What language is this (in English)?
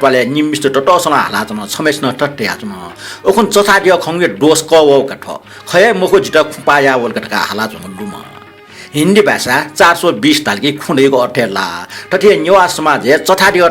Newari